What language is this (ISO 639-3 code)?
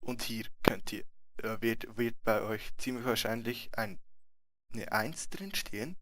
gsw